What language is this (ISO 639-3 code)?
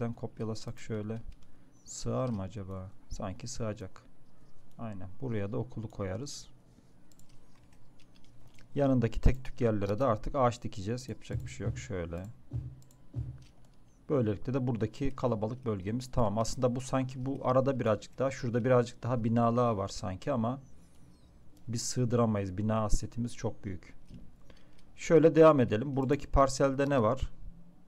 tur